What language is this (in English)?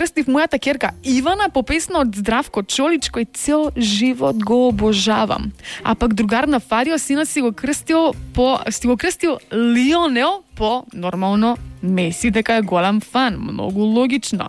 Macedonian